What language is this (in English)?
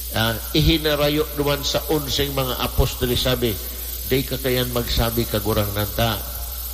Bikol